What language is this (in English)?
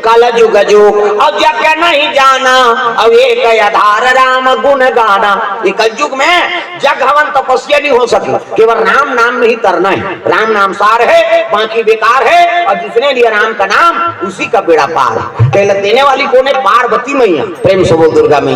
Chhattisgarhi